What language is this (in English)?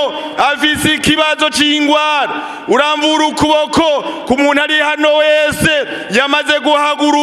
Rundi